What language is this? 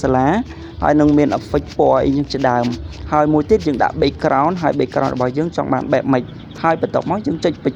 Khmer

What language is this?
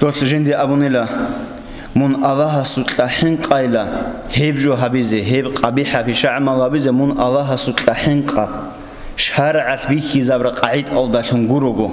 Avaric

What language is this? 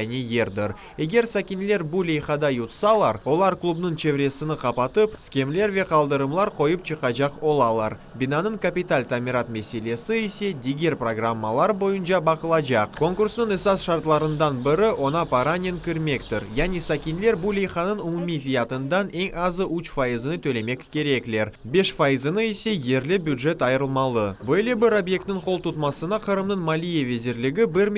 Crimean Tatar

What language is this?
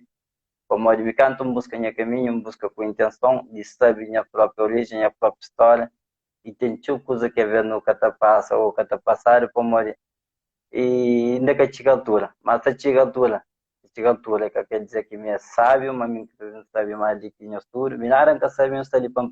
Kabuverdianu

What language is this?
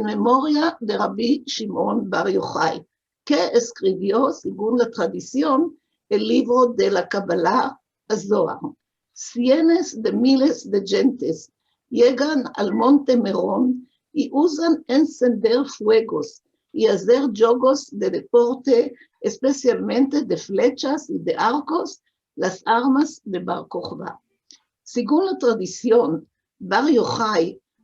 Ladino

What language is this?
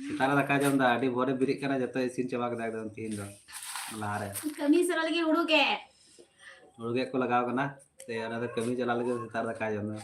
Santali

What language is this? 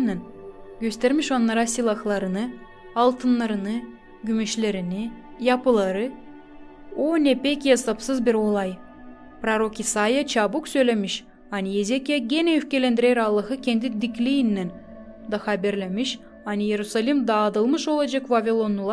Gagauz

